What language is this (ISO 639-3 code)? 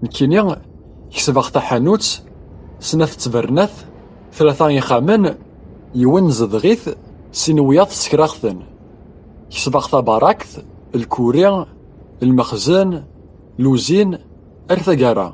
kab